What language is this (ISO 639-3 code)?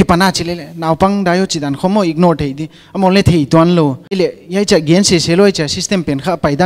pck